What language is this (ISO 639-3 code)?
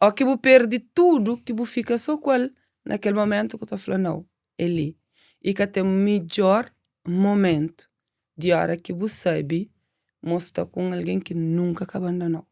kea